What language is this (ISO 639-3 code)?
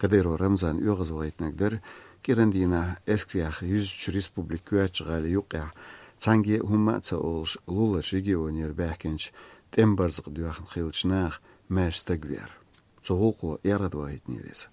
che